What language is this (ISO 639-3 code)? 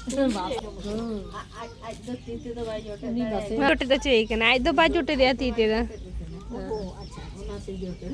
sat